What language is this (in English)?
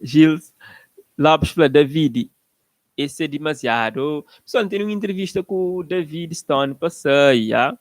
Kabuverdianu